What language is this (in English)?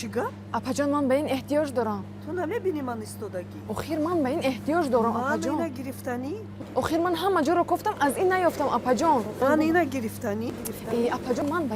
Tajik